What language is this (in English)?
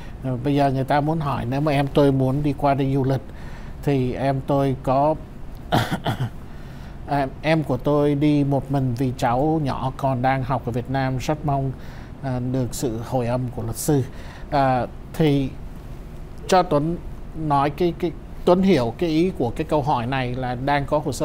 Vietnamese